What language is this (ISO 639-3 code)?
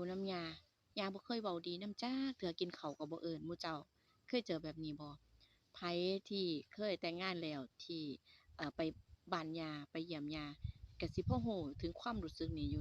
tts